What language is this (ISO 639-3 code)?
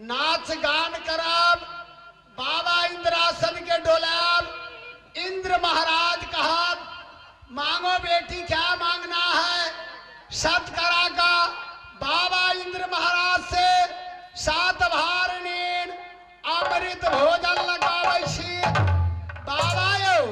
mai